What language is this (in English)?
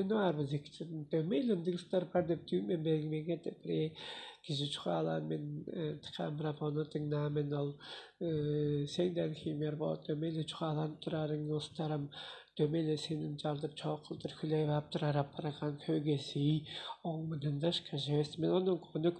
Tuvinian